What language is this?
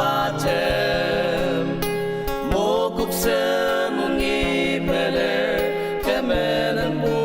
Ao Naga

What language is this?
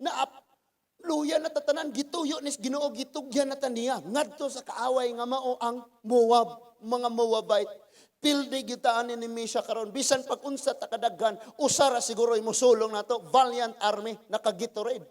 Cebuano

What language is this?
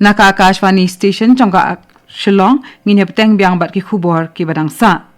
Khasi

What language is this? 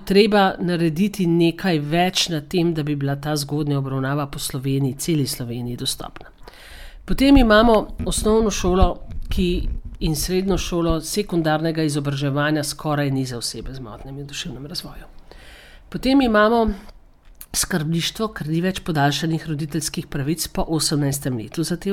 Slovenian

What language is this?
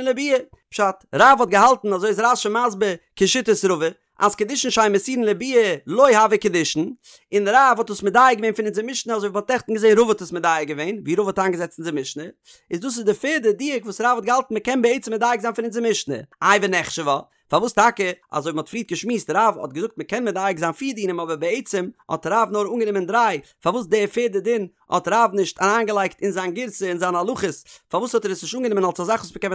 Yiddish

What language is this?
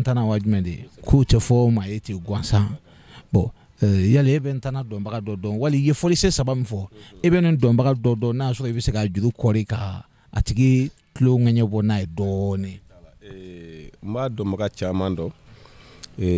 Bambara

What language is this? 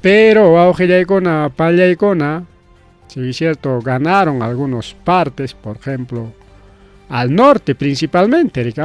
Ayacucho Quechua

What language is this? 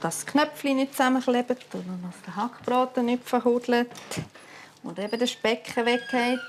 Swiss German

